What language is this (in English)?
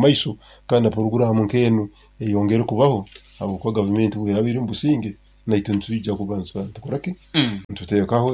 Nyankole